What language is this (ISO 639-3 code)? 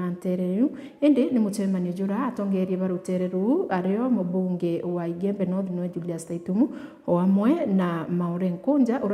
mer